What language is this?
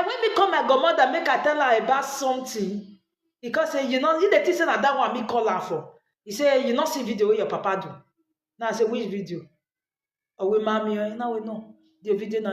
Nigerian Pidgin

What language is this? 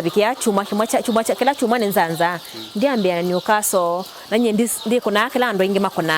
Kamba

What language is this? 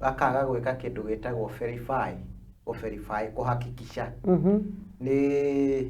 Kikuyu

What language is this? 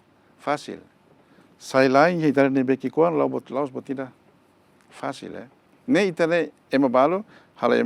Tetum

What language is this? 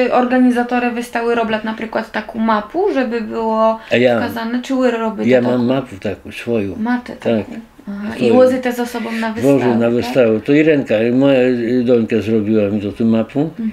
Rusyn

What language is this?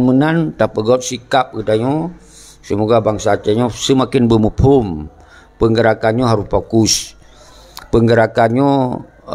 Achinese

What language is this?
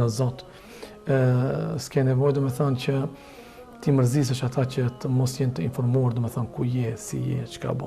Albanian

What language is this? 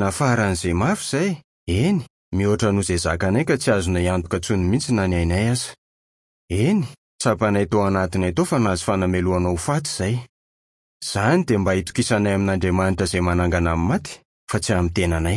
Malagasy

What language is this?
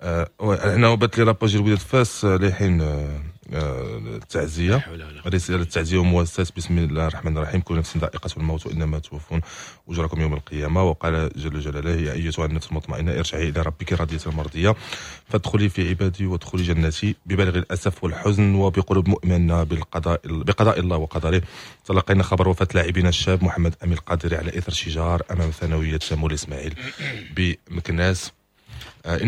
Moroccan Arabic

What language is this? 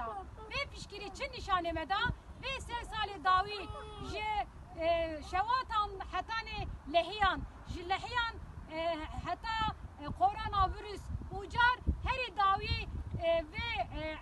Kurdish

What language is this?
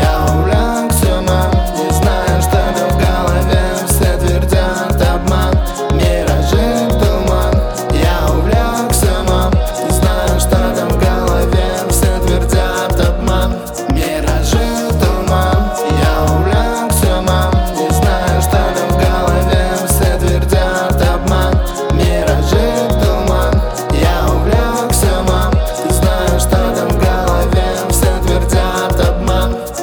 Russian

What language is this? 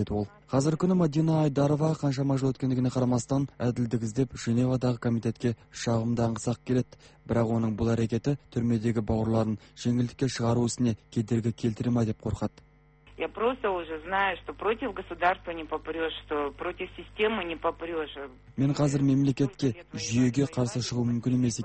Kazakh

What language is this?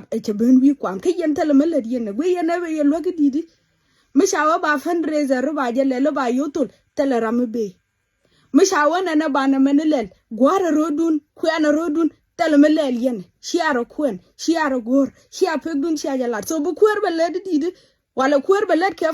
Nuer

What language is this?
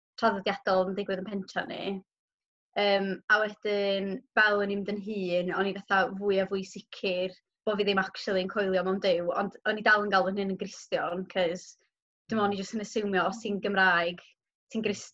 Welsh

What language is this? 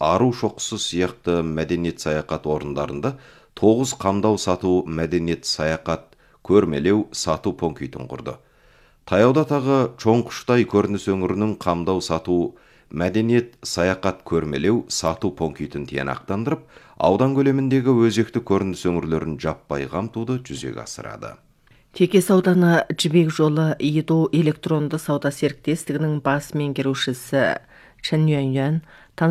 Kazakh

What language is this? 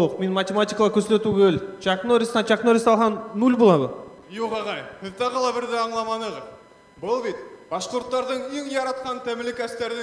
Bashkir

